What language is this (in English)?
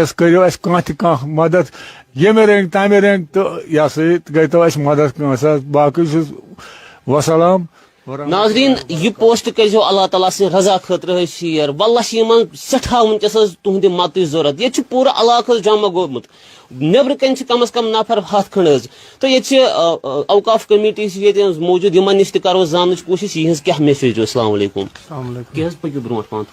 Kashmiri